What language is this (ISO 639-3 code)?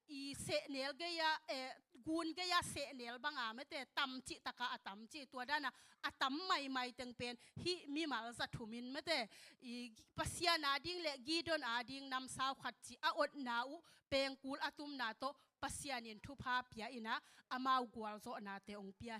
ctd